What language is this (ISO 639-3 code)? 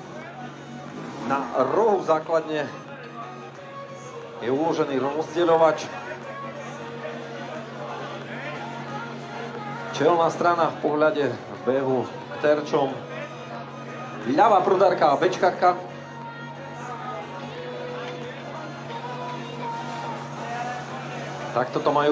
slk